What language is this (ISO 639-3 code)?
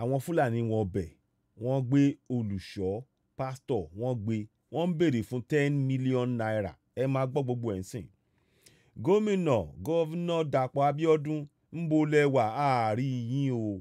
yor